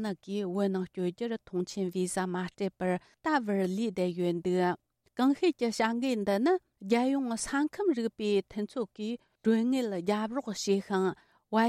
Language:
Tibetan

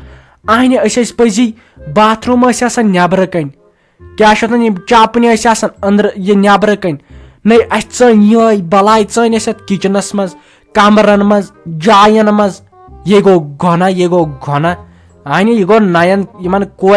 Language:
Kashmiri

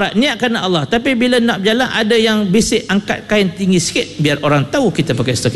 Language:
Malay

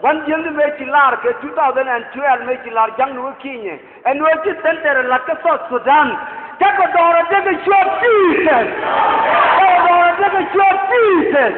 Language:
Nuer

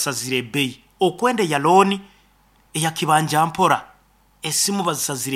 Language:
Nyoro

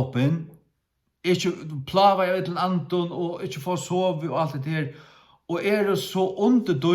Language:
Faroese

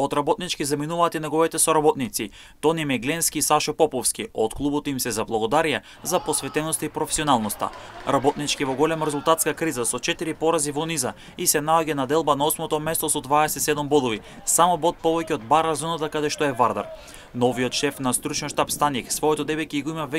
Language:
Macedonian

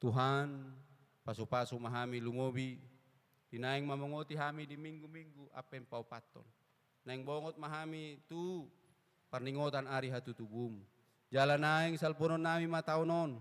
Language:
Batak Toba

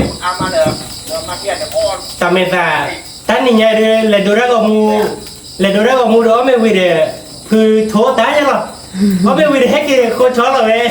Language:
S'gaw Karen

